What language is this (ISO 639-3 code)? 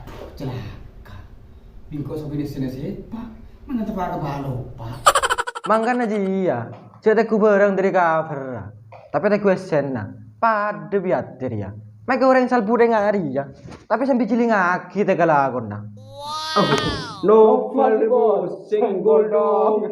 mad